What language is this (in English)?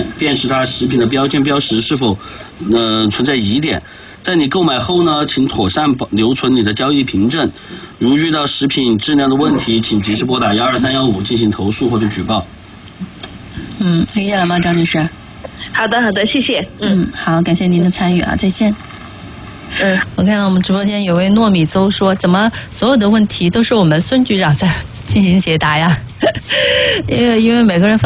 Chinese